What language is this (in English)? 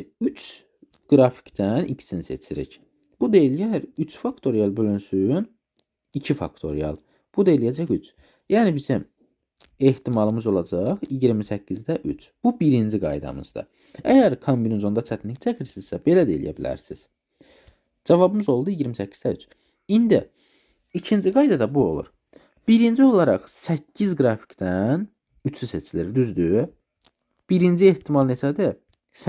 Azerbaijani